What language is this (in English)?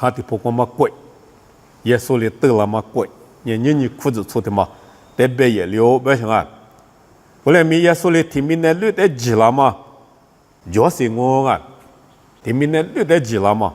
Lisu